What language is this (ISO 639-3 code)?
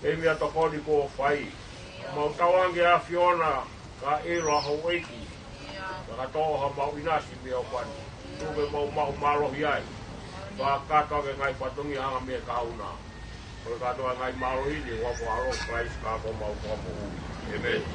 ton